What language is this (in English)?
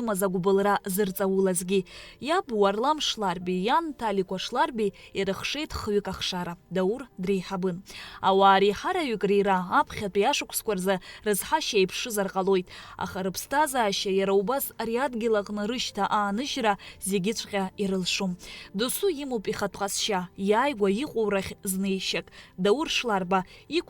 Abkhazian